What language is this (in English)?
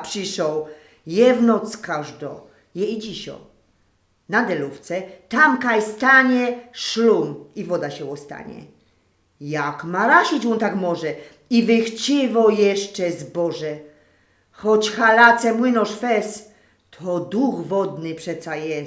Silesian